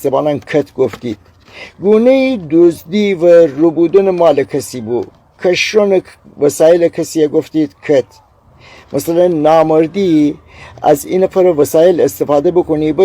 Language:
Gilaki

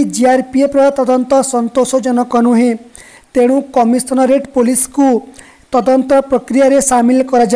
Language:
Odia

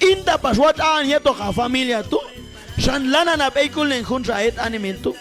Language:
Q'anjob'al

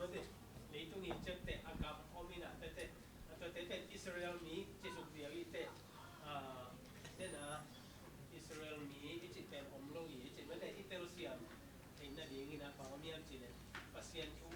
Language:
Tedim Chin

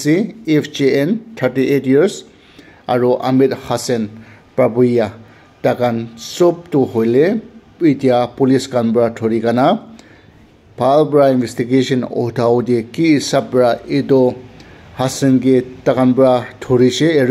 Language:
Naga Pidgin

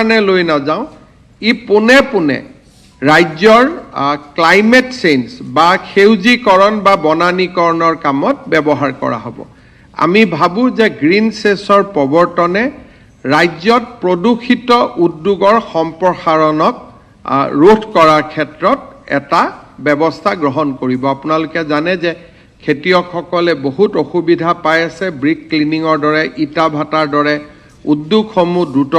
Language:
Assamese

